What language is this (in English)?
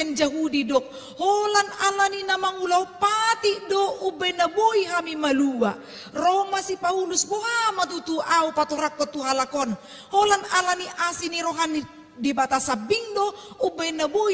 Batak Toba